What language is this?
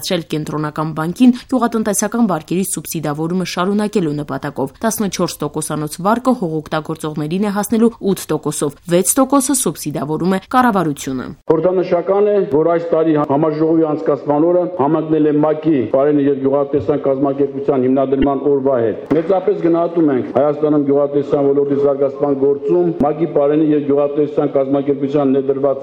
Armenian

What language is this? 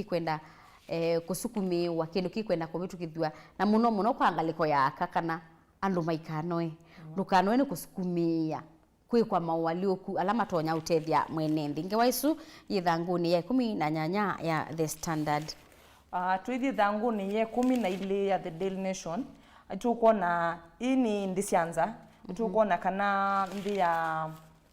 Kamba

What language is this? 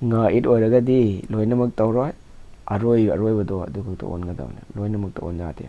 Manipuri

